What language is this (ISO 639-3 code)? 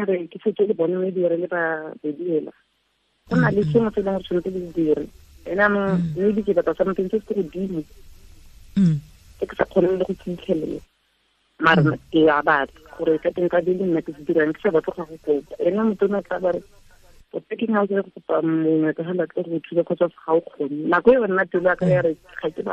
tsn